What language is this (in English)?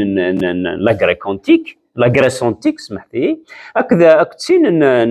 Kabyle